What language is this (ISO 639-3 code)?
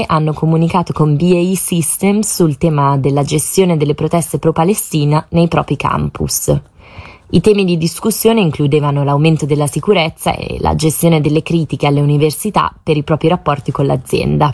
ita